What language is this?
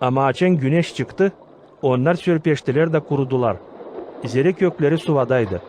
Gagauz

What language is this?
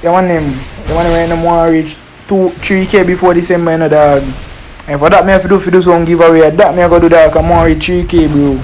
Jamaican Creole English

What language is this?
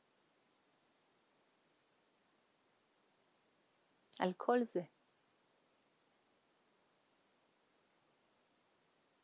Hebrew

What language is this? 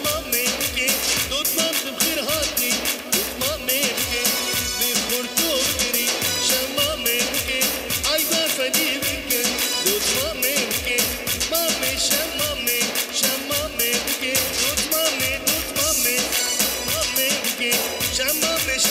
Kurdish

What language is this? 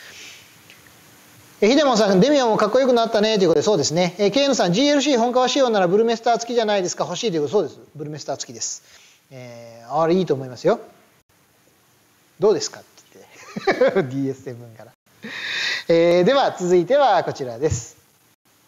Japanese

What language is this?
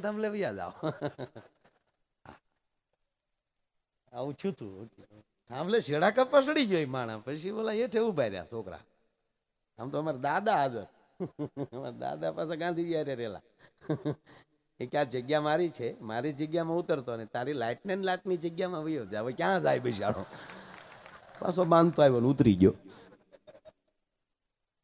Gujarati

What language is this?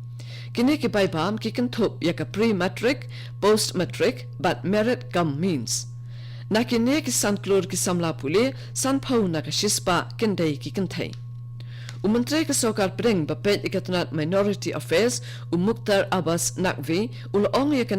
Khasi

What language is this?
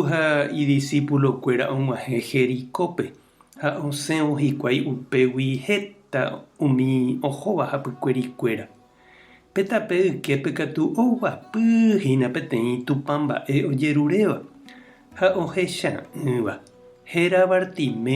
Guarani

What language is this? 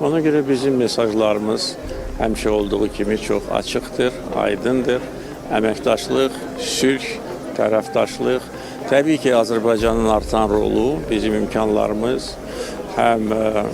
Azerbaijani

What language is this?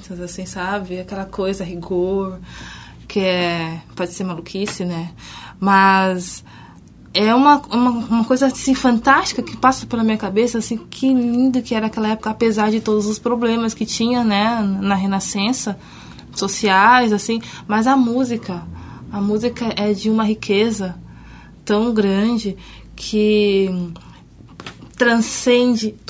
Portuguese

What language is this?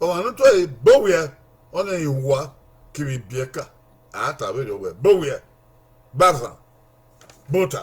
Bini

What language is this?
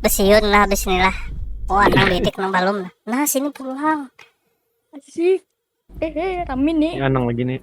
Banjar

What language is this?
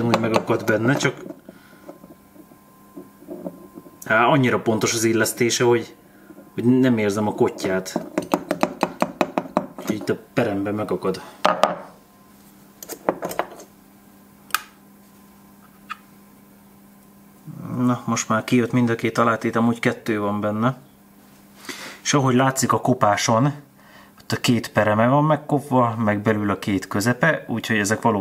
Hungarian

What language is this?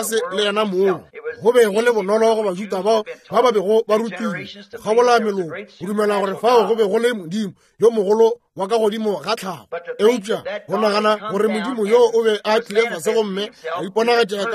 Northern Sotho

